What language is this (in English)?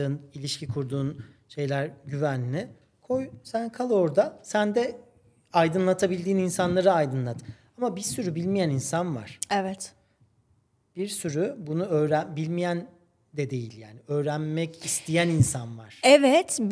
Turkish